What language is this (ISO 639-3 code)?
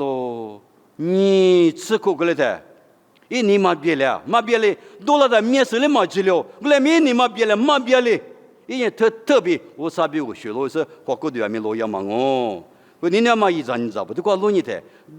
lis